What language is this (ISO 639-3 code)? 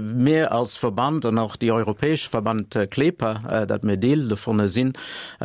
ltz